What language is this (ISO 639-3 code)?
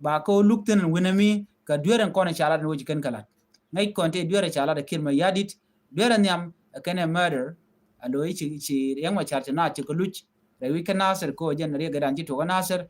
nus